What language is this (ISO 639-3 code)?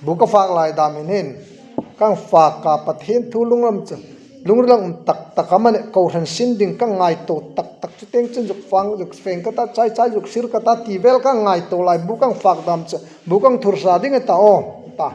hmr